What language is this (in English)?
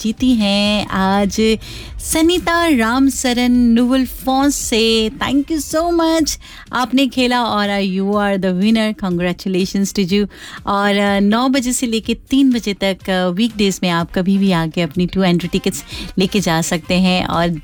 Hindi